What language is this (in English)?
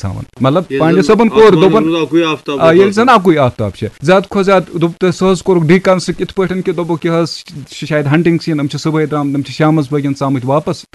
Kashmiri